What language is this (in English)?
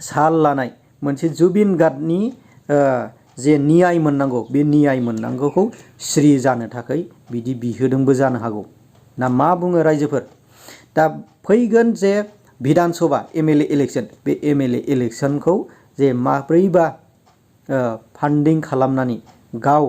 Bodo